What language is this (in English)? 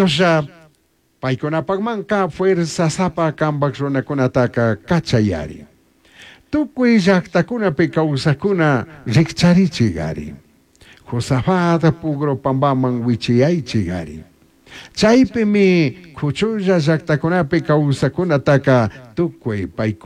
Chimborazo Highland Quichua